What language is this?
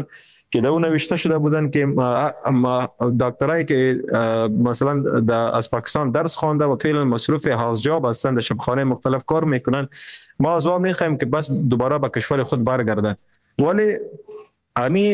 Persian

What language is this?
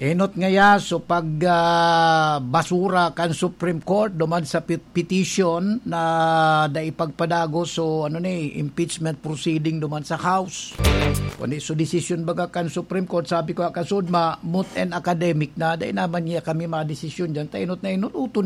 Bikol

